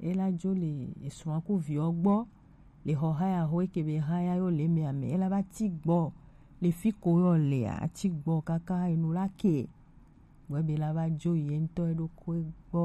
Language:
Gen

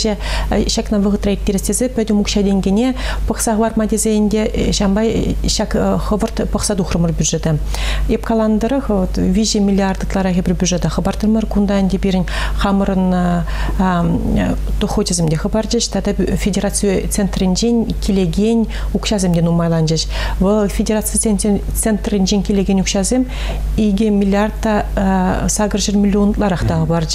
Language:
Chuvash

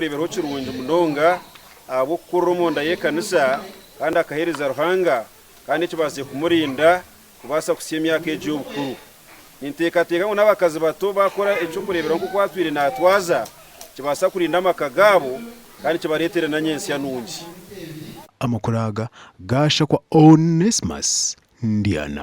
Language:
Nyankole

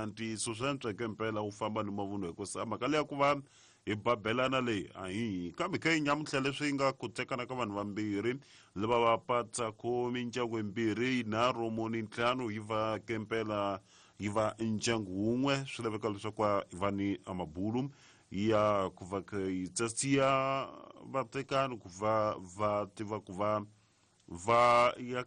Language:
Tsonga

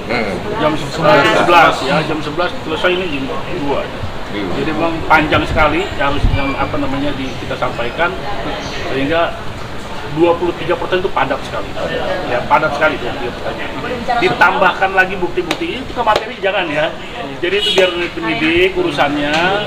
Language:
Indonesian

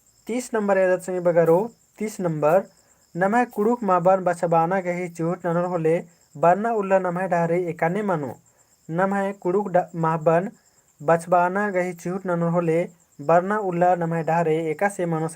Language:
Kurukh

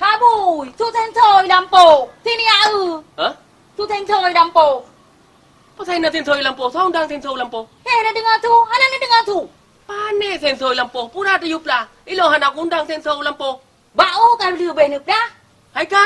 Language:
Achinese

